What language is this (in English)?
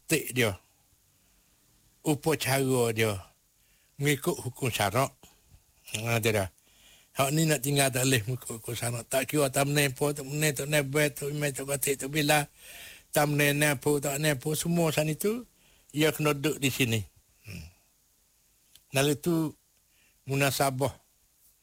Malay